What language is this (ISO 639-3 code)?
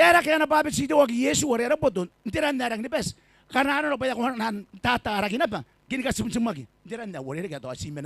gil